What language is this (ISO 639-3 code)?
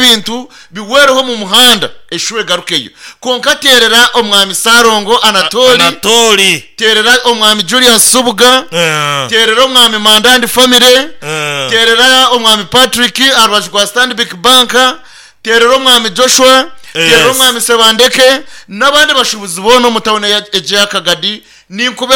nyn